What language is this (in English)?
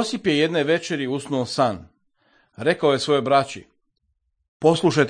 Serbian